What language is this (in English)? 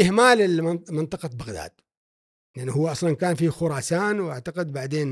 Gulf Arabic